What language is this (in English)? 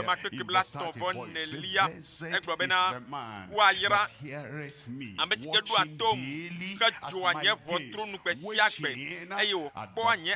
Ewe